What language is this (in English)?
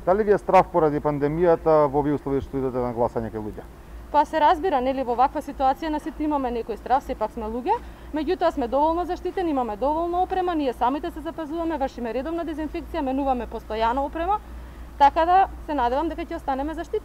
Macedonian